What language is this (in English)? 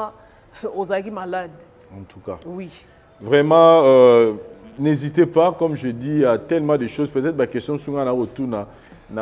Lingala